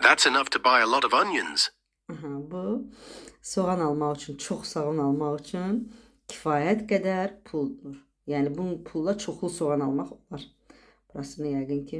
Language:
Azerbaijani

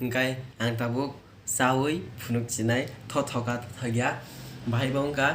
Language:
Kok Borok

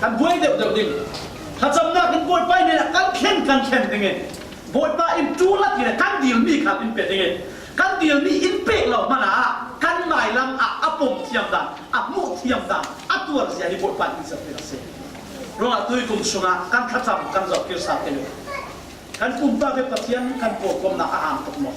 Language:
Falam Chin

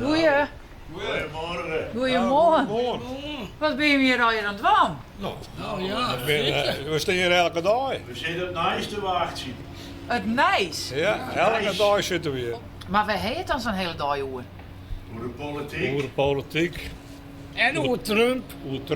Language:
Western Frisian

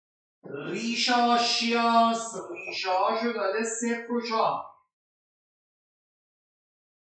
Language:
Persian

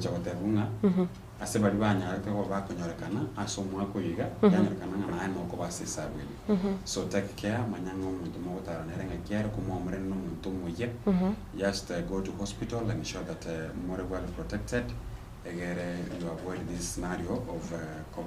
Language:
Gusii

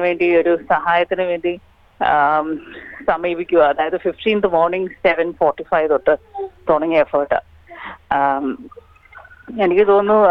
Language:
Malayalam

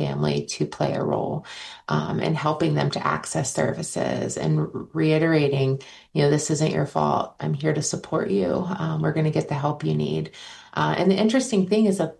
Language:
English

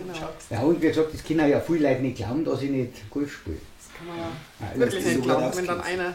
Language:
Bavarian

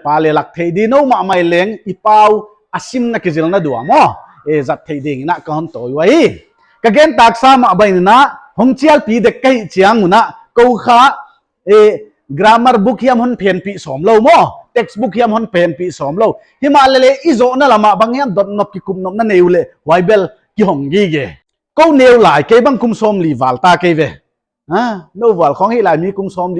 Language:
Paite Chin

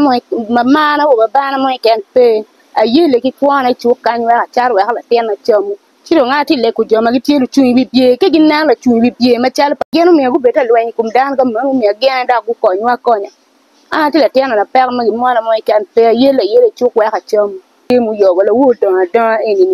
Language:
Acoli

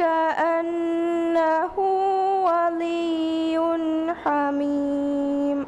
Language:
Divehi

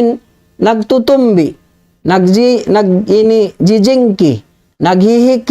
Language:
Tausug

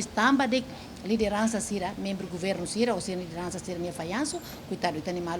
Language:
Tetum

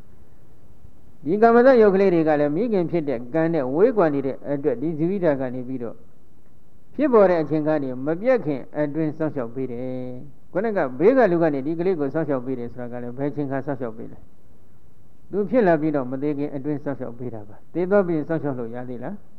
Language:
Burmese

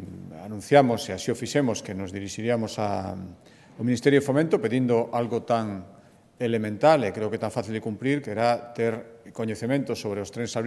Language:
Galician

